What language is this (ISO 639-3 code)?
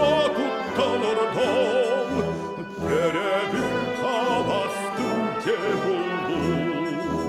sah